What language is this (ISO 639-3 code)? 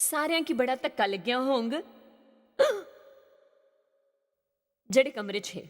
doi